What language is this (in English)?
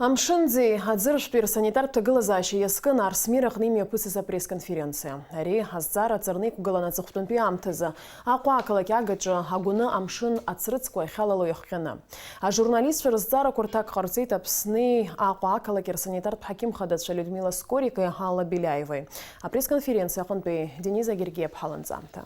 Abkhazian